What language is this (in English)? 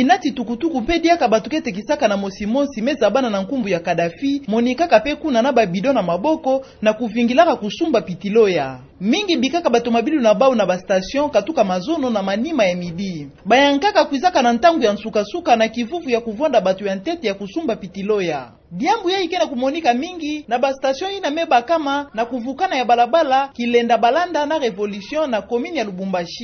Kituba (Democratic Republic of Congo)